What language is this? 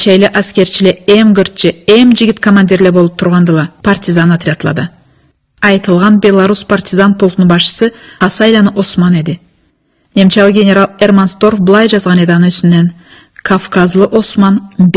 Karachay-Balkar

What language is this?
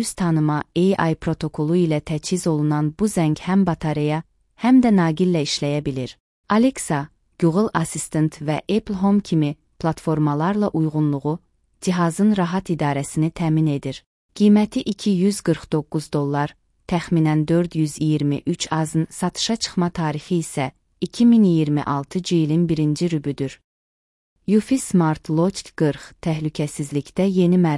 Azerbaijani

